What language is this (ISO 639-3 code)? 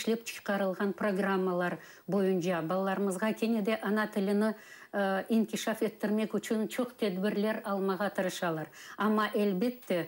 crh